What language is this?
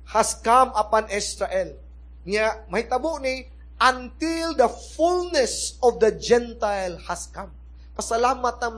Cebuano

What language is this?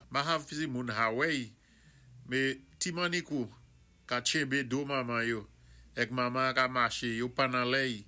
Saint Lucian Creole French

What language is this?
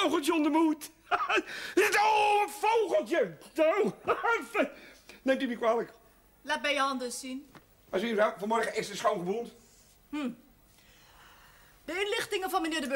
Dutch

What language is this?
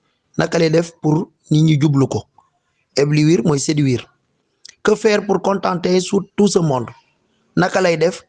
Wolof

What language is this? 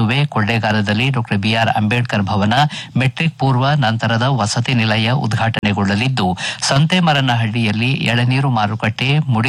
Kannada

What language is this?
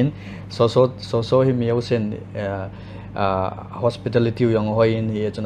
Paite Chin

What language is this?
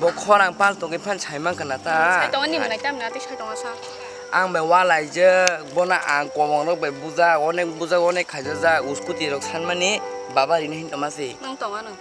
Kok Borok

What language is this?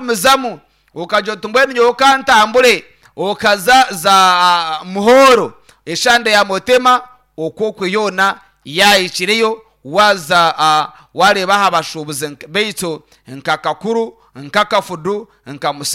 Nyankole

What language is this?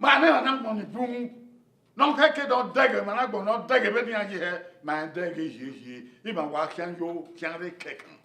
Bini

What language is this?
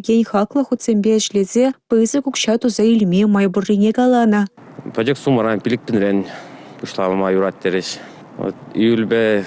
Chuvash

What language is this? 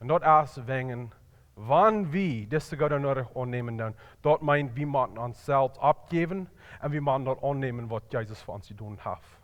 Plautdietsch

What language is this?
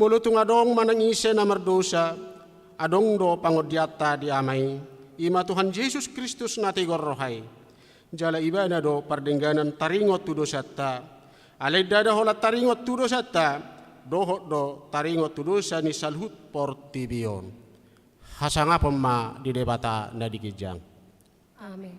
Batak Toba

